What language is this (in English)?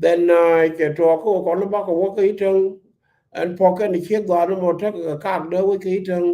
Nuer